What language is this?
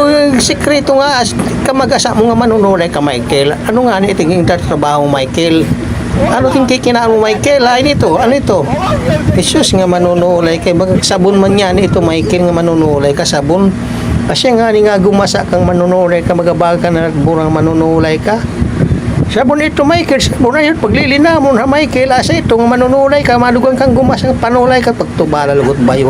Waray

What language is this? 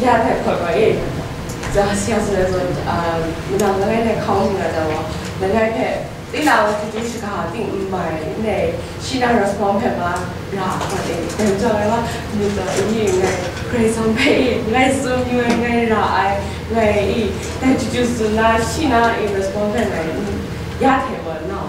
Kachin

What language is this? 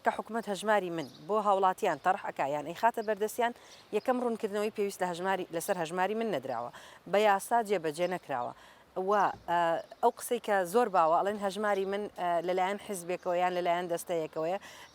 Central Kurdish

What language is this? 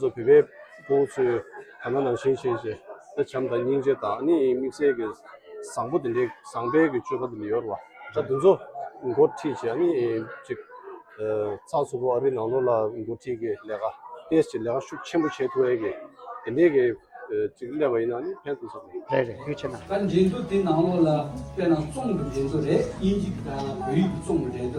Tibetan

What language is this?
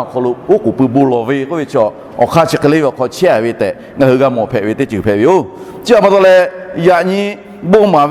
Lahu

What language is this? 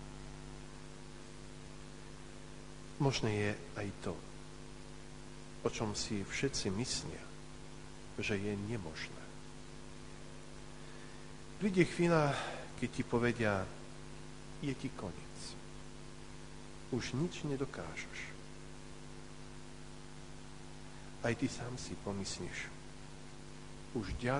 Slovak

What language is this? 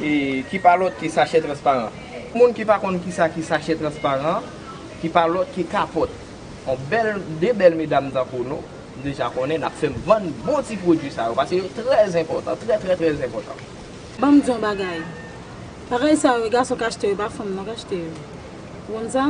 Haitian Creole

